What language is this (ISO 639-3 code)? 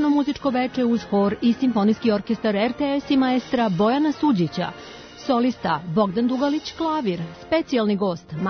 srp